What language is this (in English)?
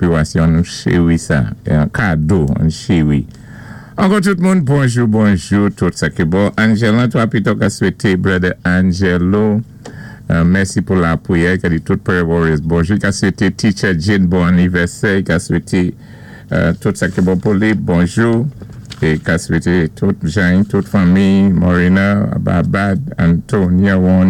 Saint Lucian Creole French